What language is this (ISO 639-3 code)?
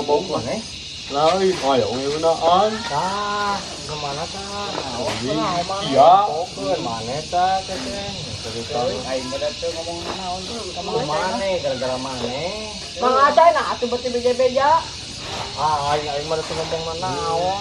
sun